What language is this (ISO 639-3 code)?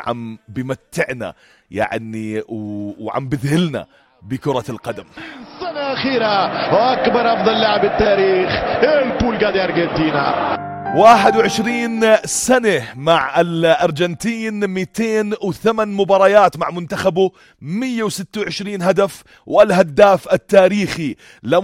apc